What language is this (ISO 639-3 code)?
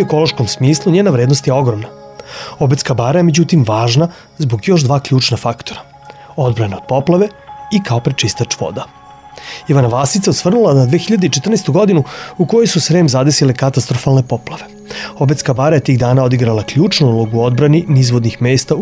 srp